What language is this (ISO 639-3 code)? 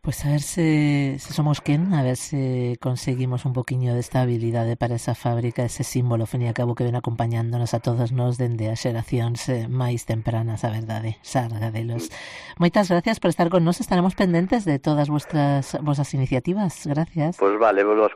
glg